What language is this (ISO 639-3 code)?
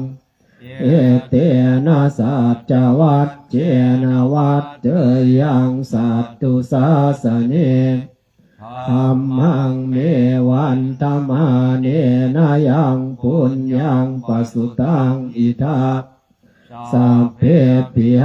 pli